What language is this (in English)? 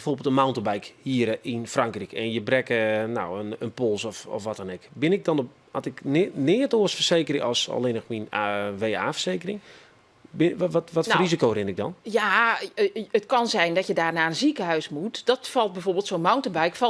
Western Frisian